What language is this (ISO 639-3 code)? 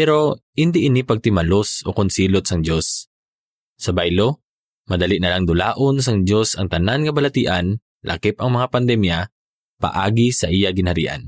hil